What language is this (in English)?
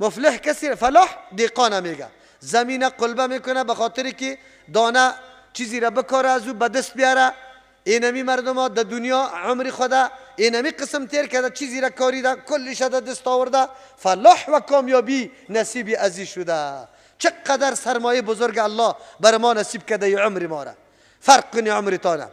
Persian